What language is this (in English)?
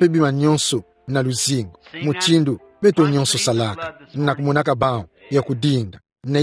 Kituba (Democratic Republic of Congo)